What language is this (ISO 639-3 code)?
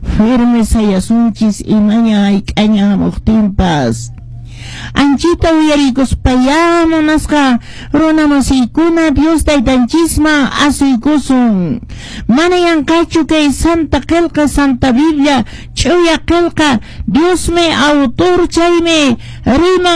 que